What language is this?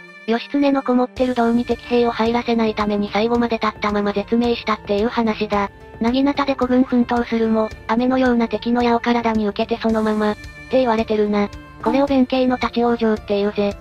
Japanese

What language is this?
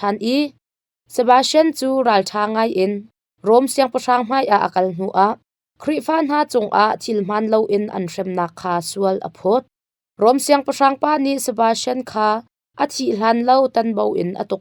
Hakha Chin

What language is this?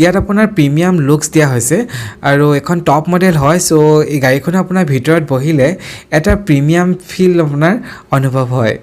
Assamese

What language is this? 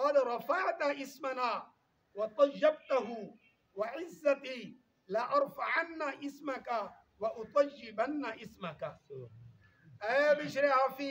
Saraiki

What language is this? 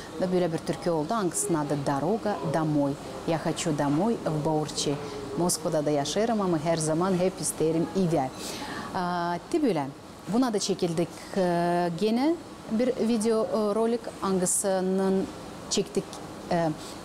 Gagauz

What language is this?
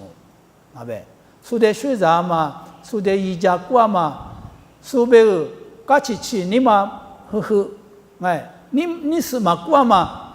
Lisu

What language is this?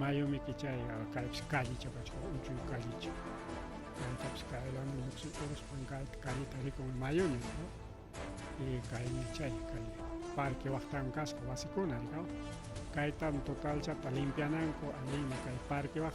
Ayacucho Quechua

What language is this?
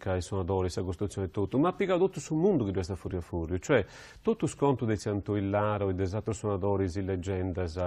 Sardinian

